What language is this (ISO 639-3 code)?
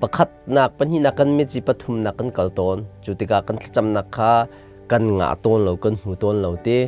cnh